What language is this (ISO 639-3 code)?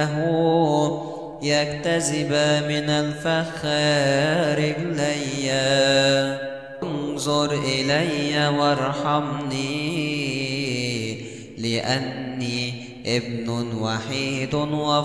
ara